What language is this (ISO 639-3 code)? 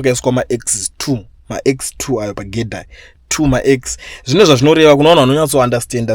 sna